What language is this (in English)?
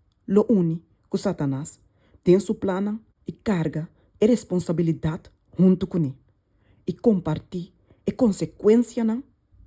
Papiamento